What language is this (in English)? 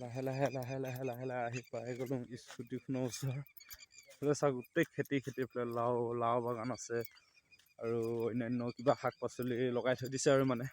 Assamese